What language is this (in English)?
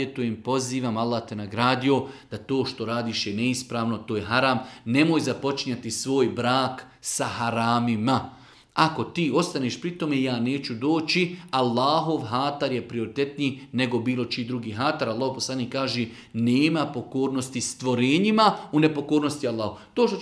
Bosnian